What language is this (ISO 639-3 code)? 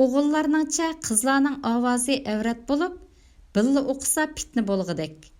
uig